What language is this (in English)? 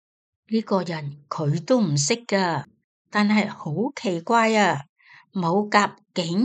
Cantonese